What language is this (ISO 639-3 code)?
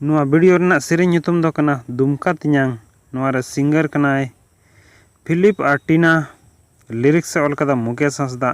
sat